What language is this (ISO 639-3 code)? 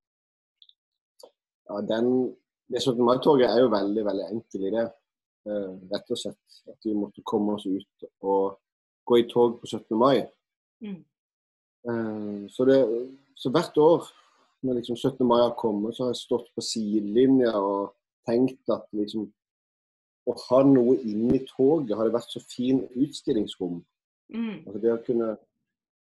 nor